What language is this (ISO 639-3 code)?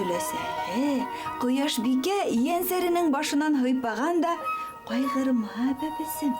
bak